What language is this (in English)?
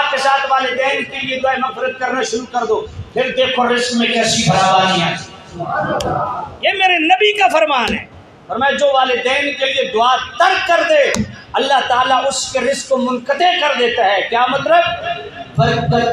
Urdu